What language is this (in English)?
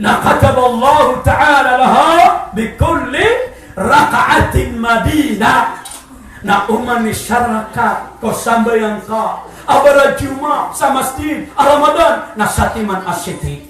Maranao